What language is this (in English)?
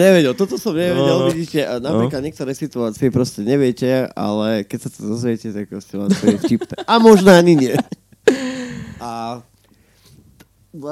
Slovak